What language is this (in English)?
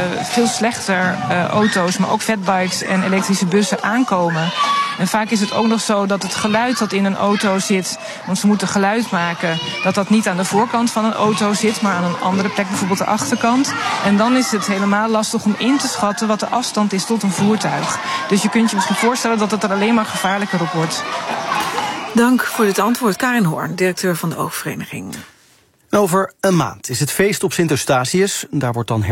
Dutch